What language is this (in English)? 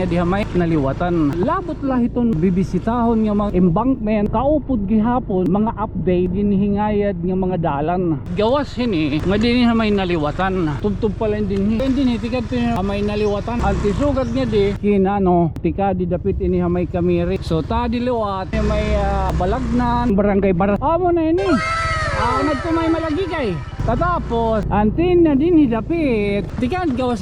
Waray